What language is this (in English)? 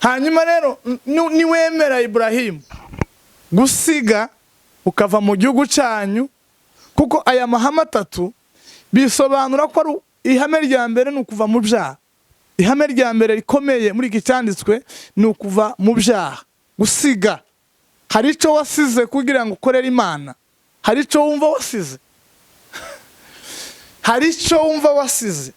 Kinyarwanda